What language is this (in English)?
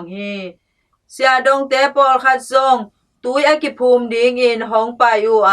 Tedim Chin